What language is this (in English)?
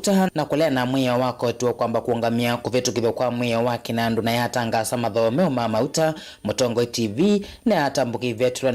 Kamba